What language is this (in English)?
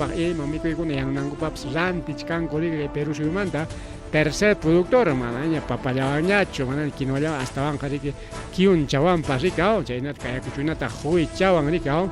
Ayacucho Quechua